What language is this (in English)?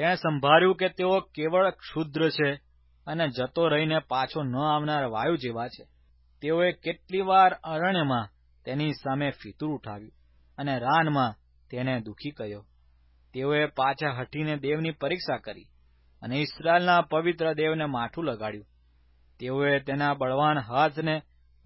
Gujarati